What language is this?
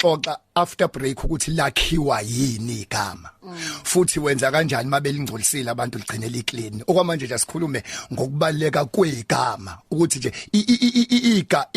Zulu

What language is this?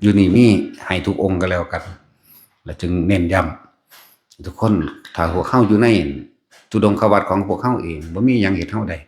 Northeastern Thai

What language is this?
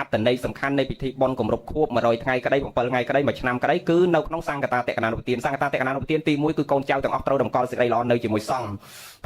Khmer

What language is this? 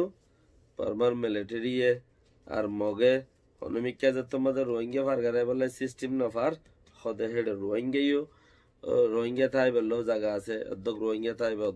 Rohingya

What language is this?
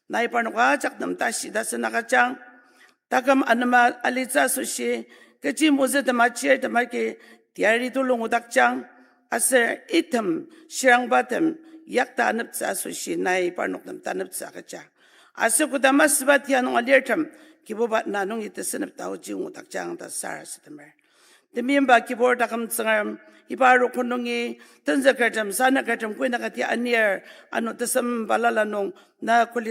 Ao Naga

